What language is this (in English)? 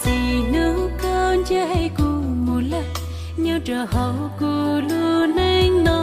Hmong